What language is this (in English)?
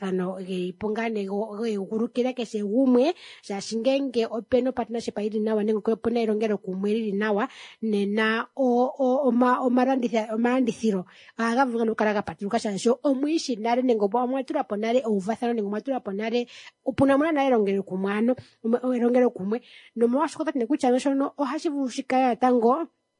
Kuanyama